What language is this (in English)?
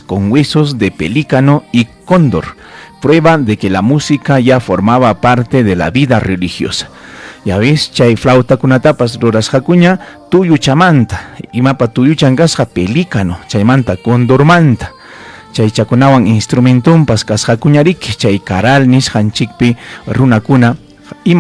Ayacucho Quechua